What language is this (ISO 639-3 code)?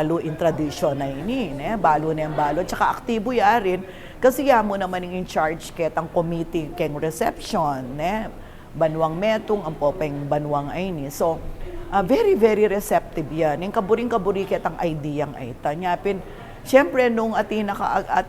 pam